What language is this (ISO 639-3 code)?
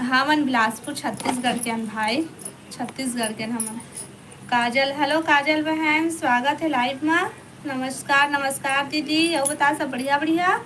hne